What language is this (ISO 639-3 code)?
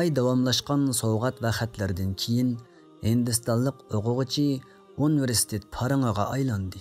uig